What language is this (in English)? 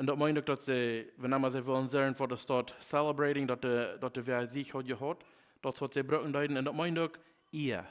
Plautdietsch